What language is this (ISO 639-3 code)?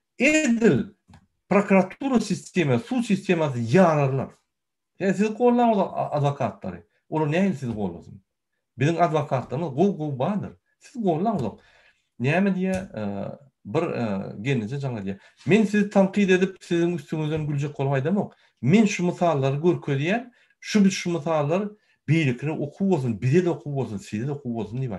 tuk